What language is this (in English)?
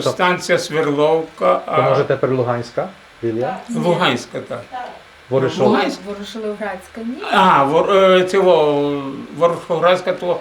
Rusyn